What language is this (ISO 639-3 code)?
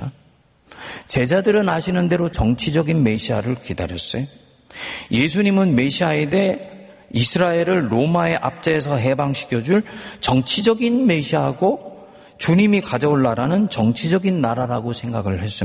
kor